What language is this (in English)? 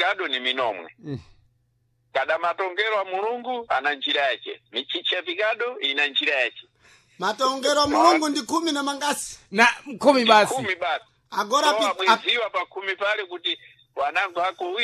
Sena